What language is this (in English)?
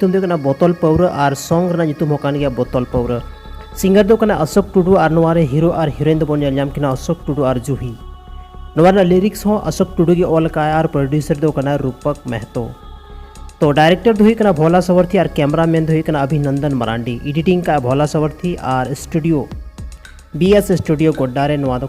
Santali